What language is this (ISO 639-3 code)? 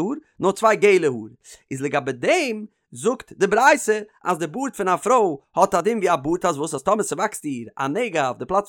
yid